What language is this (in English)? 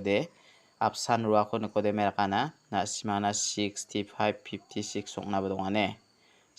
Garo